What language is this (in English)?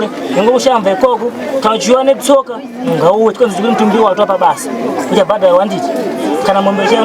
Shona